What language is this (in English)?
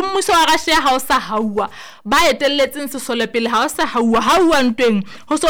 Southern Sotho